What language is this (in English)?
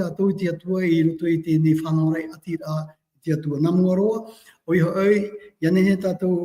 Tahitian